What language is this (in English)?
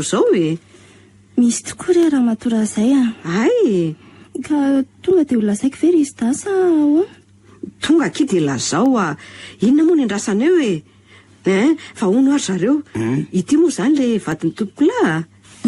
Malagasy